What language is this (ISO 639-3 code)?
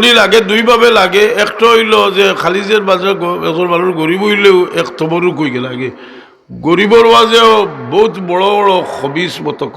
syl